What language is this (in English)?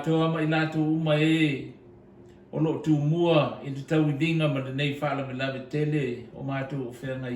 Samoan